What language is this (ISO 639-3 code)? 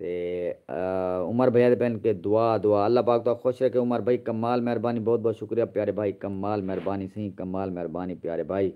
skr